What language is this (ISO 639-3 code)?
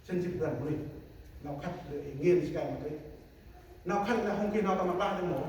cmo